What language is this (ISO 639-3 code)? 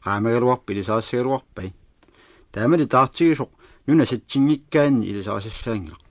kal